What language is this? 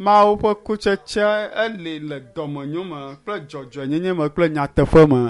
Ewe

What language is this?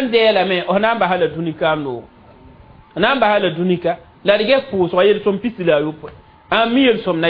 Mossi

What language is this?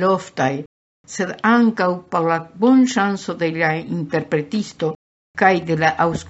Esperanto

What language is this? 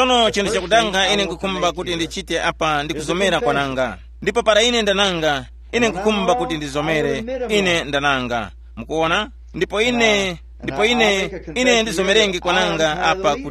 Tumbuka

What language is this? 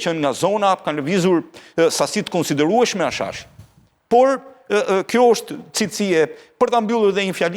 Albanian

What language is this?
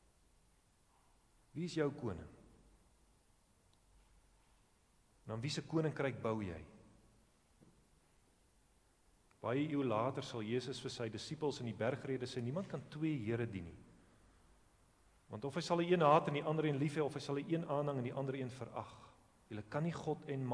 Afrikaans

